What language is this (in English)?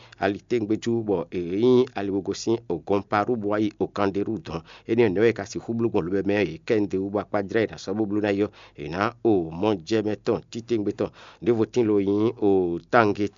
Fon